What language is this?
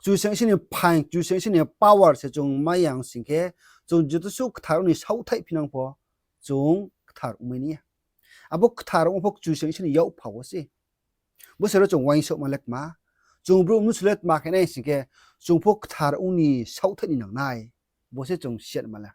Riang (India)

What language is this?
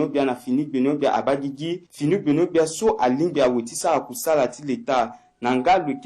Sango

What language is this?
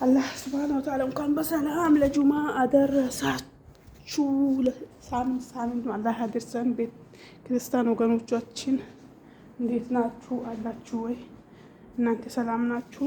Amharic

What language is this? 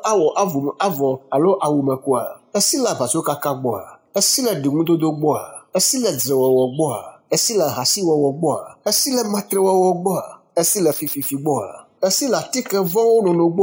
Ewe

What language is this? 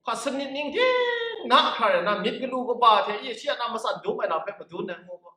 Kachin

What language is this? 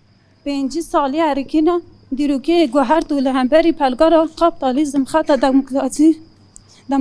Kurdish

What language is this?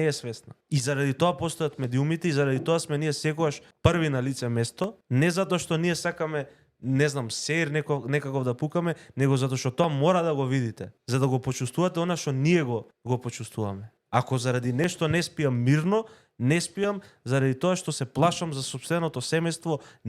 Macedonian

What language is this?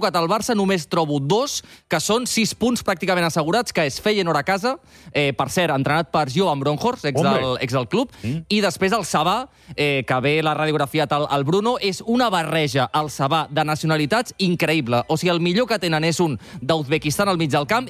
Catalan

